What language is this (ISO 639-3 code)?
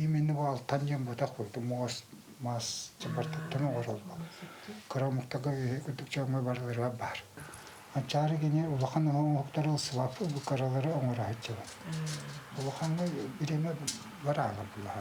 sah